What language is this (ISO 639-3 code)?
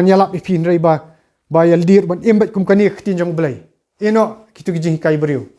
kha